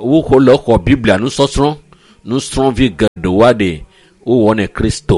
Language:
Ewe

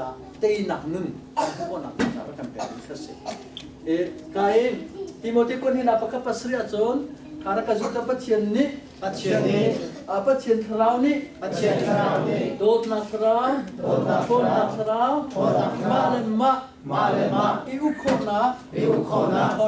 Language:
Hakha Chin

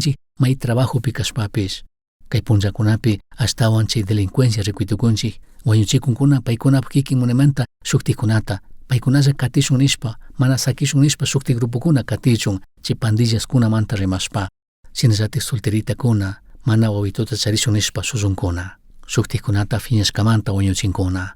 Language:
Chimborazo Highland Quichua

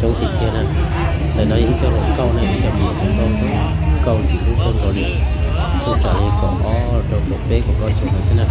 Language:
Hmong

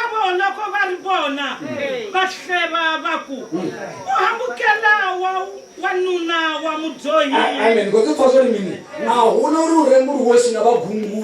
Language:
Tsonga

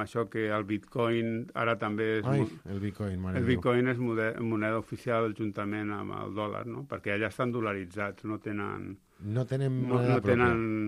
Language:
Catalan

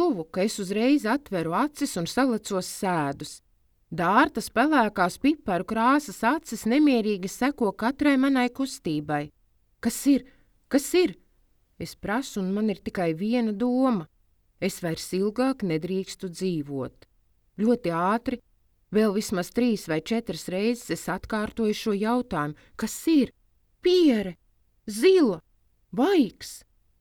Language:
Latvian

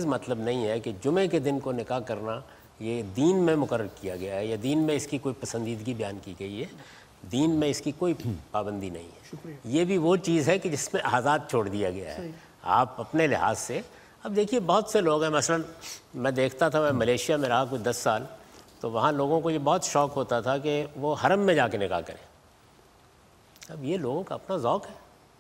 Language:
Urdu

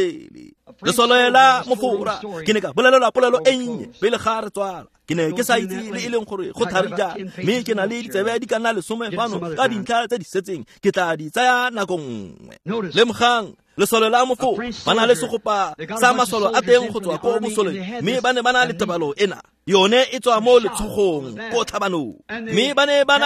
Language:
Tswana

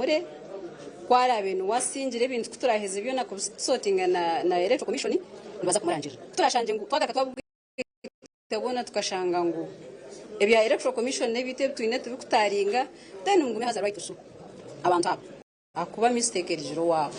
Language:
Nyankole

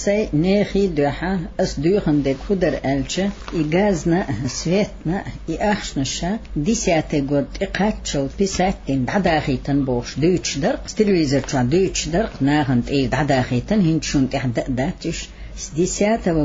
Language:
Chechen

